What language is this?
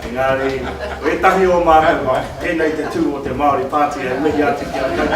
Māori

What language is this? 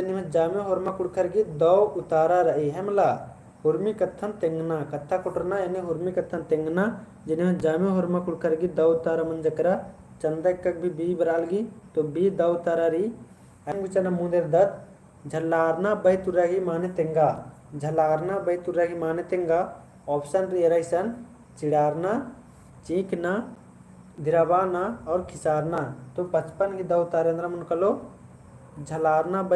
Kurukh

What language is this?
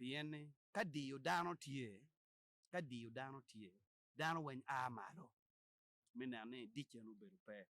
Acoli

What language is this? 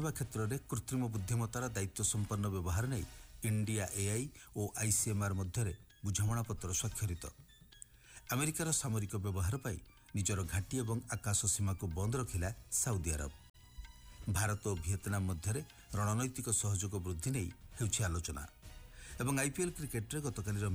Odia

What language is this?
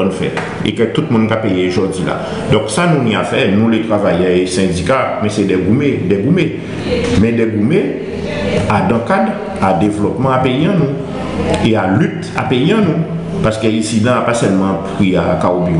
Guadeloupean Creole French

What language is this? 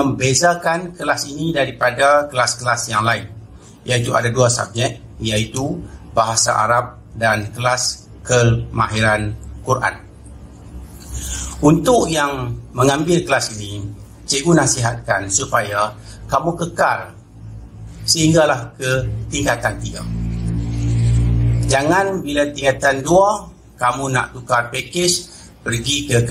Malay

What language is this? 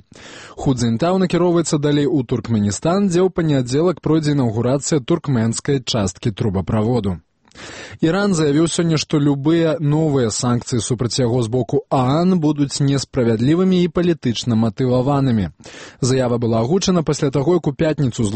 Belarusian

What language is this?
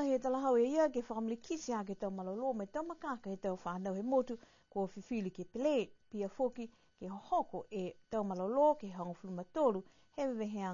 Niuean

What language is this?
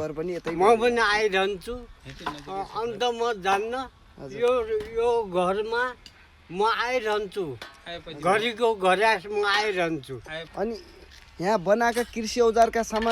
Nepali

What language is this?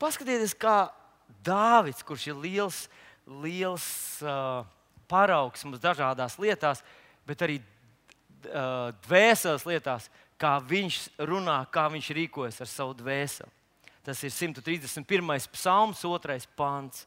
Latvian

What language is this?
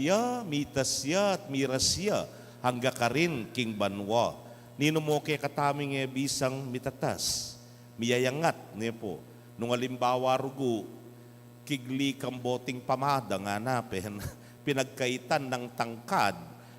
Pampanga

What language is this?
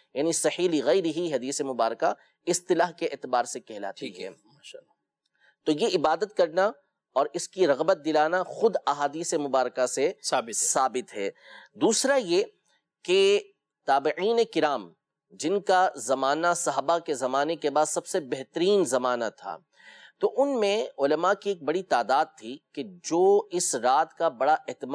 Urdu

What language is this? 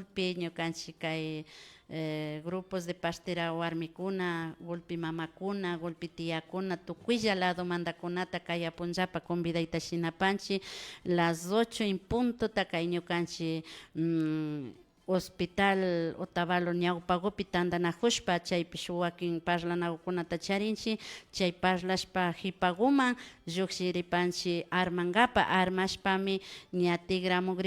Imbabura Highland Quichua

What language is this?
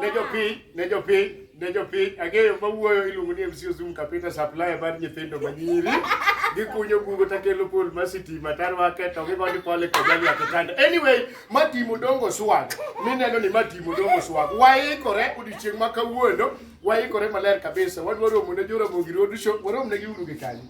Luo (Kenya and Tanzania)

